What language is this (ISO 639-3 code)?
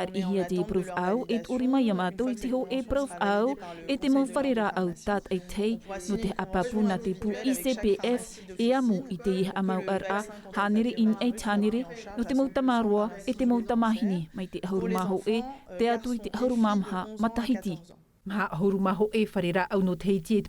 tah